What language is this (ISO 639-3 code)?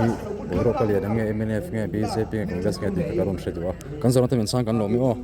lus